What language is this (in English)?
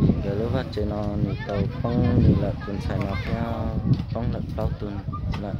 Hmong